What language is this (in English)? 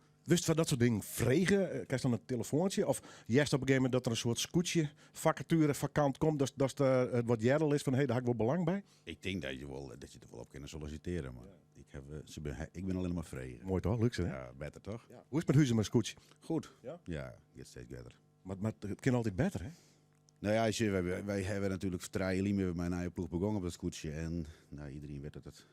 Western Frisian